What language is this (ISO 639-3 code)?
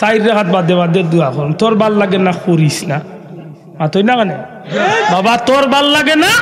syl